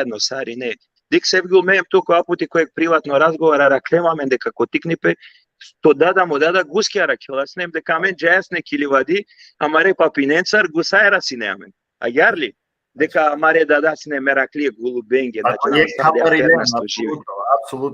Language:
Balkan Romani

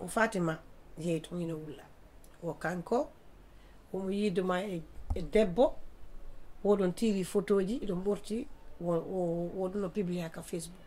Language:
Fula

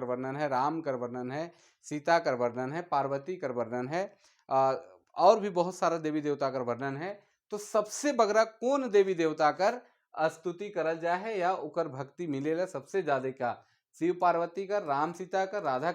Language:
Sadri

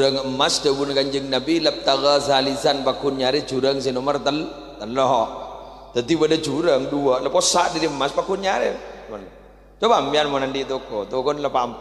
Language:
Madurese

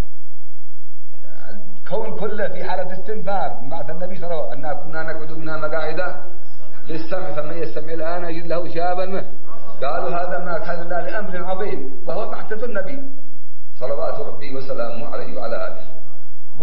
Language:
Arabic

